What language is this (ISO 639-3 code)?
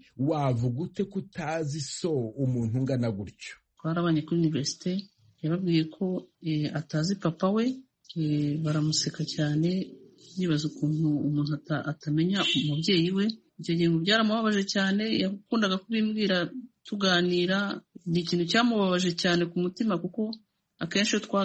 kin